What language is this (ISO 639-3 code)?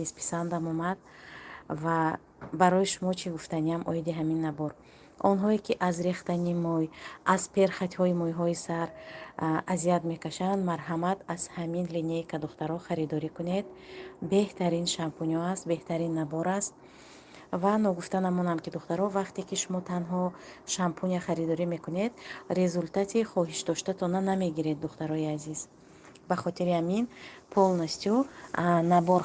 tgk